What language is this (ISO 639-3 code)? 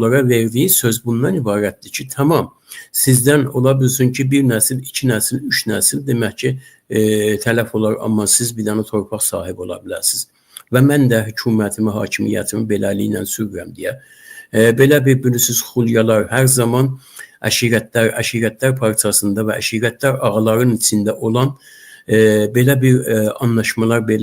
aze